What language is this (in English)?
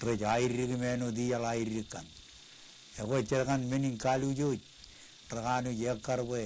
Marshallese